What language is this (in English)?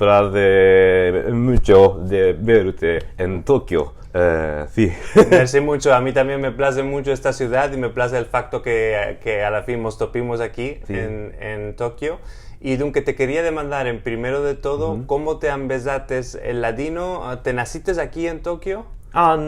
Ladino